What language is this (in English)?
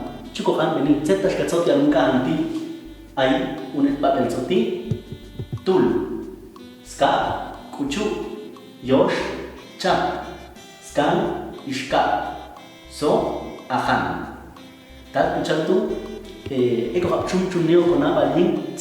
Popti'